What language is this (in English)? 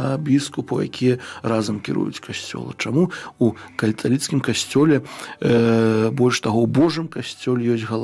Belarusian